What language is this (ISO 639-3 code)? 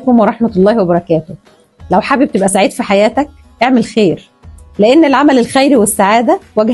arz